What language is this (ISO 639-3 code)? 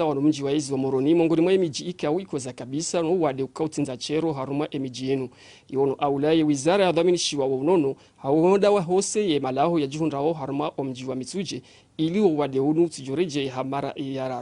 zdj